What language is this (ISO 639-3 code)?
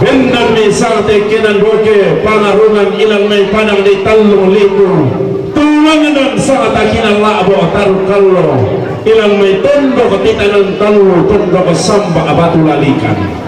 sda